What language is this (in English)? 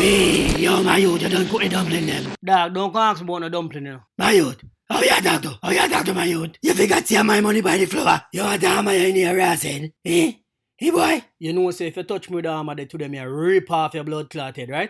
Jamaican Creole English